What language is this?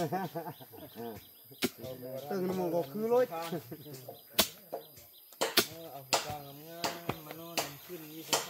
Thai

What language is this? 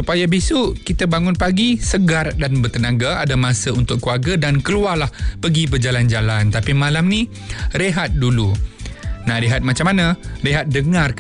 Malay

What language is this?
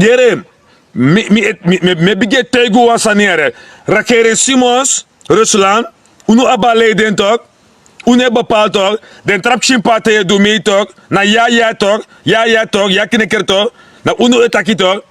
Sranan Tongo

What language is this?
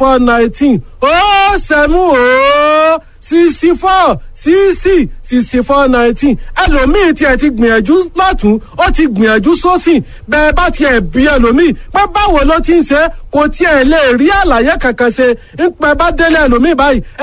Yoruba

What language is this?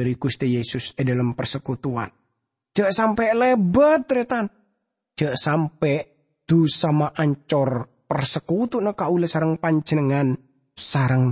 Madurese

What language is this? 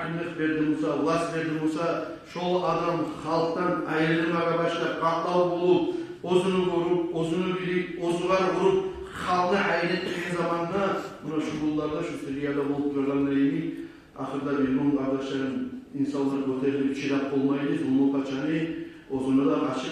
Kumyk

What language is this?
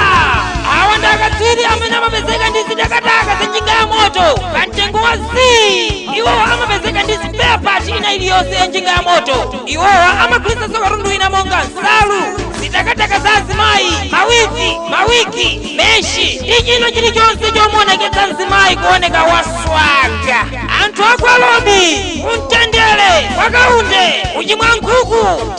Nyanja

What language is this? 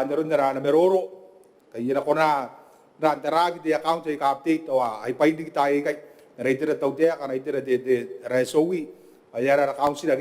Gilbertese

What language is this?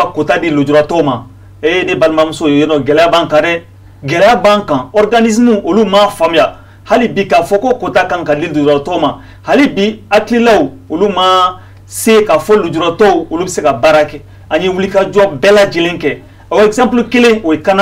Bambara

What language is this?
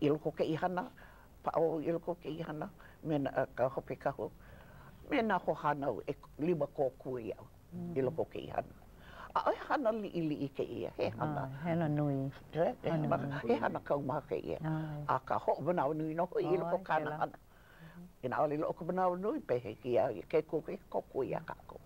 Hawaiian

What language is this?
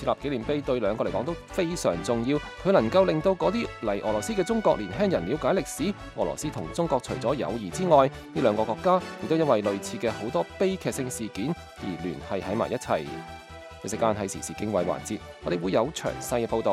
Cantonese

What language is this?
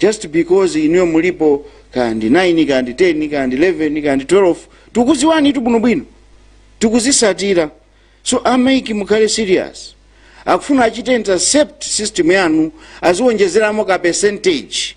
Nyanja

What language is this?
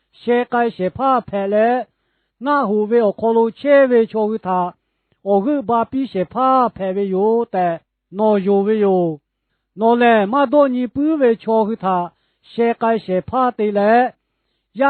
Lahu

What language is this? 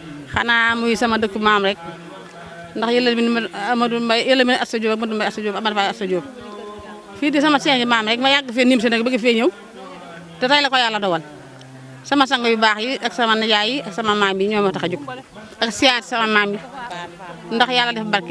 Wolof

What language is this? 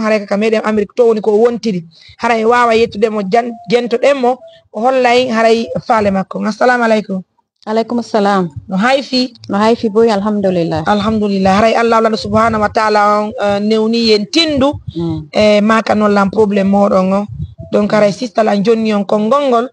Fula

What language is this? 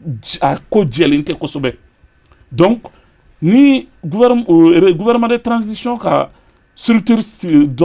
Bambara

